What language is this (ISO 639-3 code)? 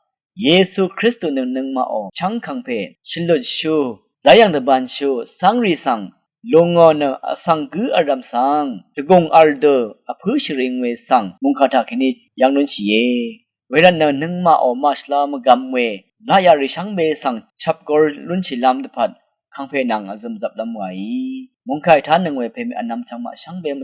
raw